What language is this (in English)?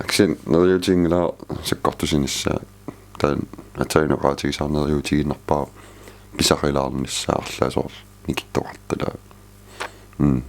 Kalaallisut